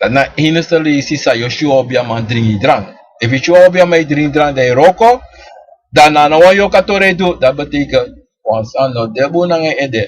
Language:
Sranan Tongo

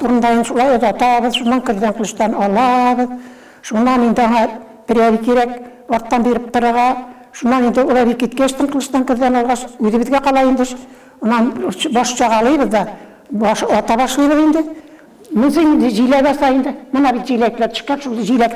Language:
Bashkir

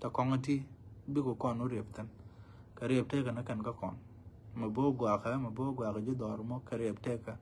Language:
Nuer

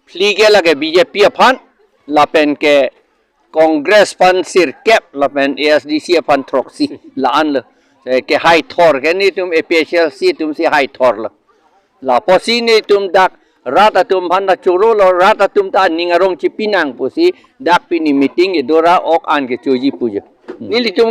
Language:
Karbi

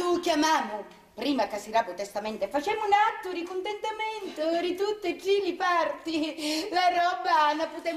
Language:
Sicilian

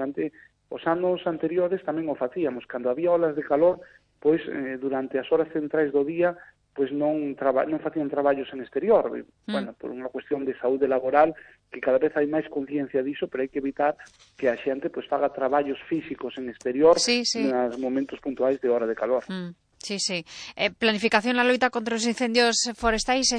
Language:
Galician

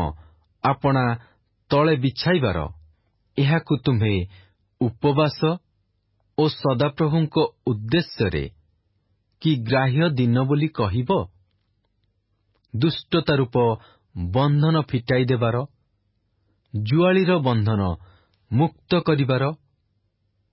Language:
Odia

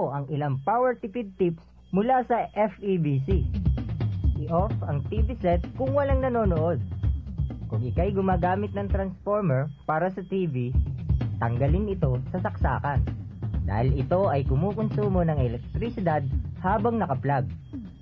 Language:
Filipino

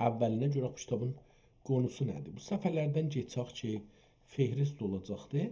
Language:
South Azerbaijani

